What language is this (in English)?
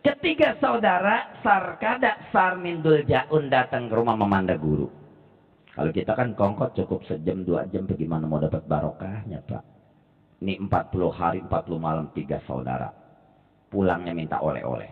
Betawi